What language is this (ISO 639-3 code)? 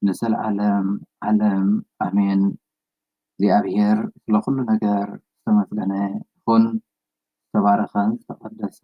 tir